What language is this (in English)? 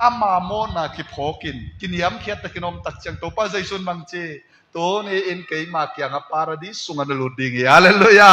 Tedim Chin